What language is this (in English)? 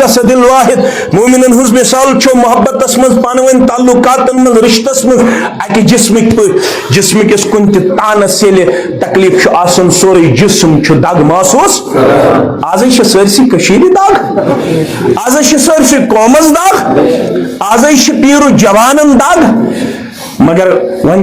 Kashmiri